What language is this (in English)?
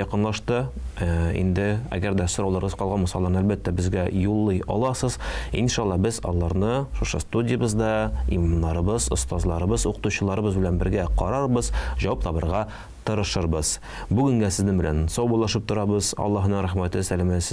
Tatar